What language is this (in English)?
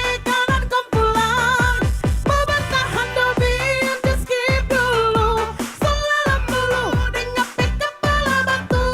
Manado Malay